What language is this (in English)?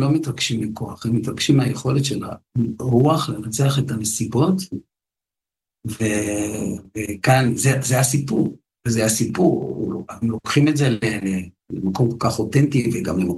Hebrew